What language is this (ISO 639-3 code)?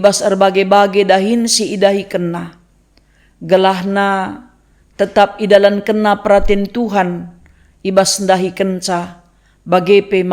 btx